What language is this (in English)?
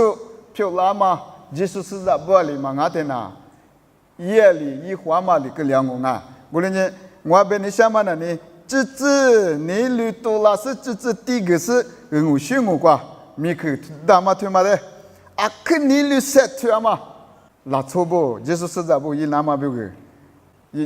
Lisu